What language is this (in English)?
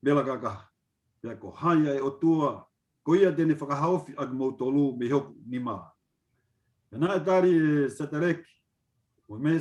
Tongan